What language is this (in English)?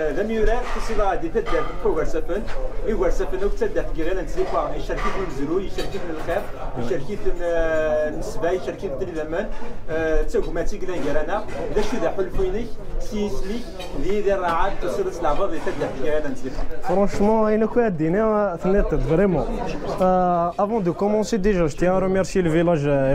Kabyle